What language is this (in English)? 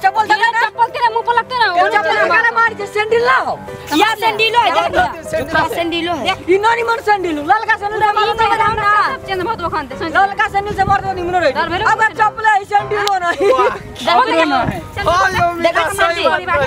Maithili